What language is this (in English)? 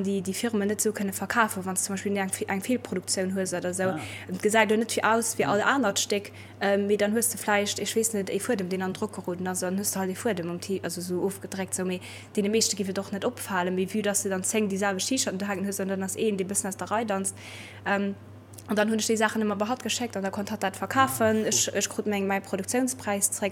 Luxembourgish